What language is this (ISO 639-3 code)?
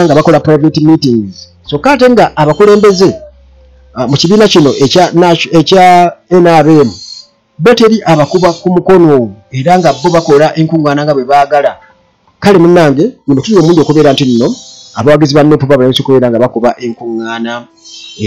lug